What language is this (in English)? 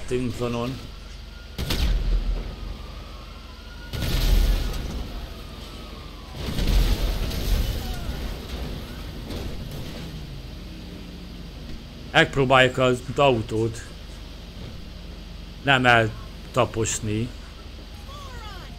Hungarian